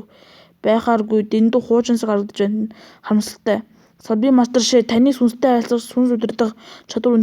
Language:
Mongolian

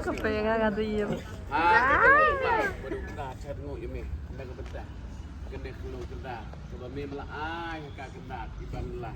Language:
Khasi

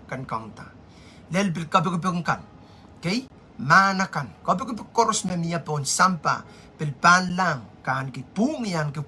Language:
Pohnpeian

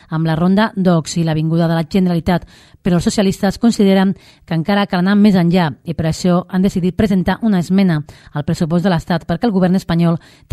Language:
Catalan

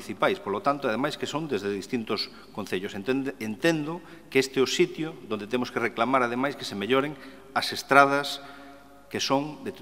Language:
Galician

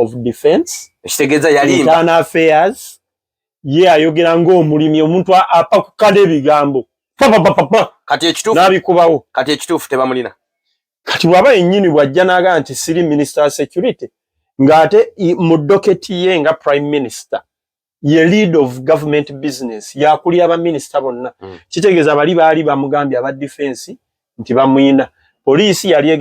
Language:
Ganda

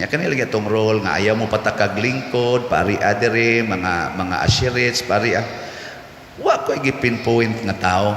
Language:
Cebuano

